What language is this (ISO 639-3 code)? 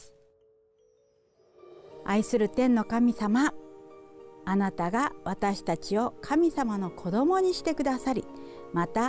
jpn